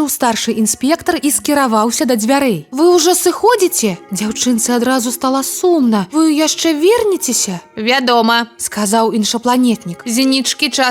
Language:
Belarusian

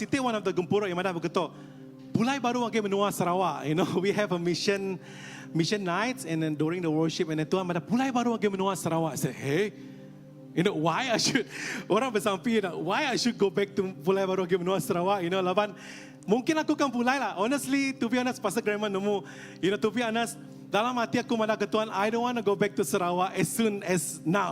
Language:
Iban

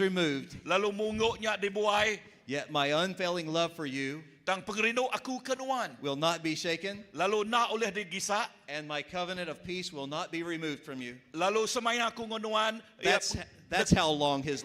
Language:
Iban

